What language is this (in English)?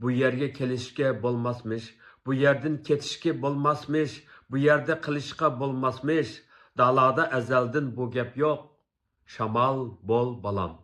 Uyghur